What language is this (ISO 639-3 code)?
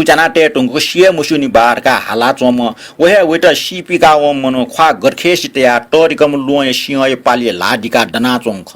new